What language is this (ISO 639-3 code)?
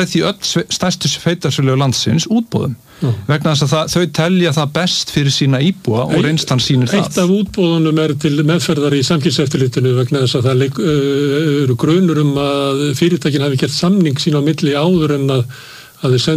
isl